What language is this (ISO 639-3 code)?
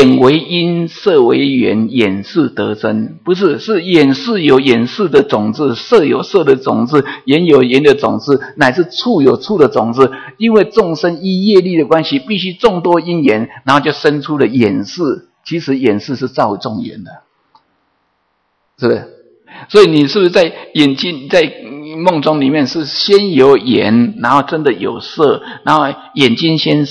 zho